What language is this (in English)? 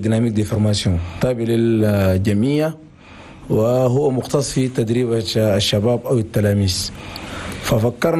Chadian Arabic